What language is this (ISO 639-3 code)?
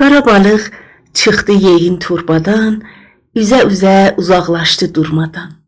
azb